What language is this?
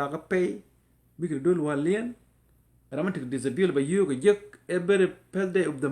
Nuer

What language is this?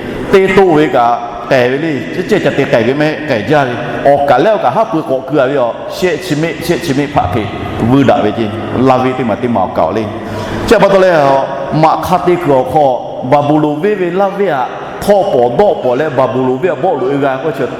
Lahu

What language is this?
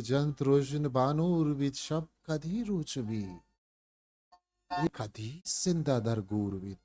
Eastern Balochi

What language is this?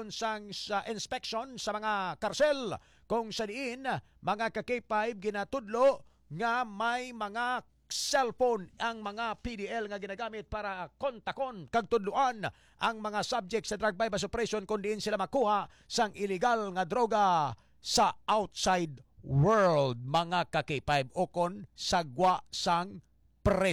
Hiligaynon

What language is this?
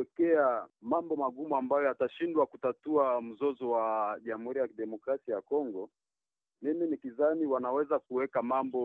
Swahili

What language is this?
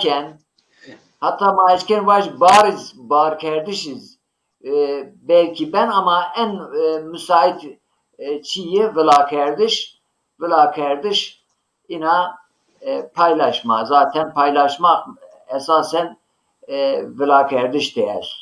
Zaza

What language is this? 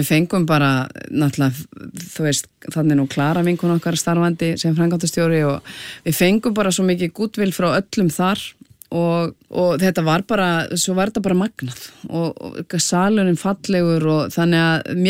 Icelandic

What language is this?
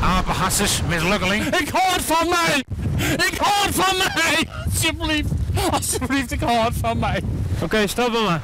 Western Frisian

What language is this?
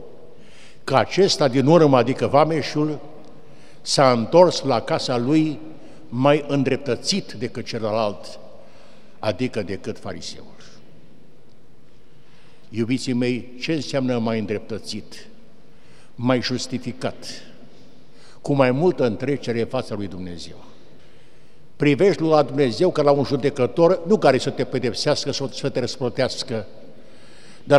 Romanian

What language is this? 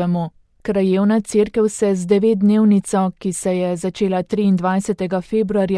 Slovenian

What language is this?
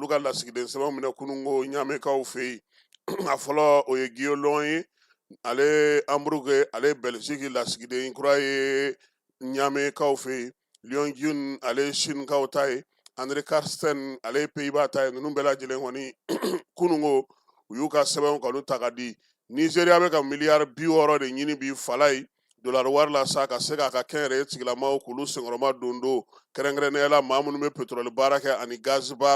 Bambara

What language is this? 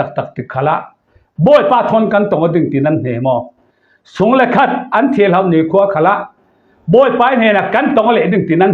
Falam Chin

